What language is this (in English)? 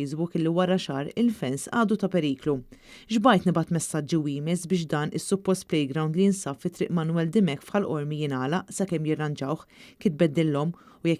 Maltese